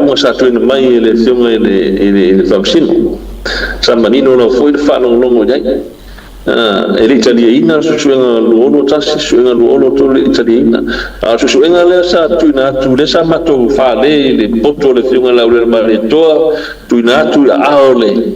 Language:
Samoan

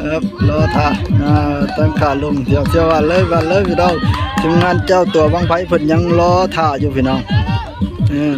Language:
Northeastern Thai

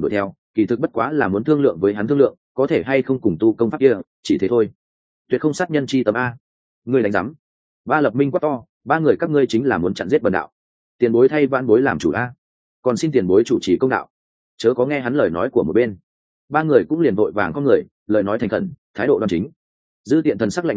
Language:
Vietnamese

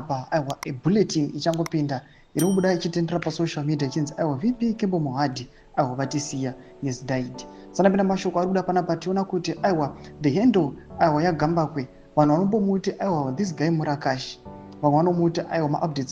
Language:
Shona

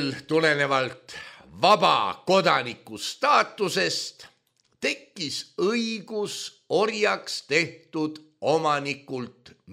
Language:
Estonian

